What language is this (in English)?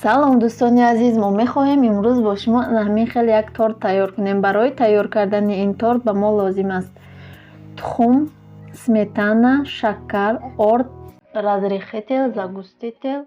Tajik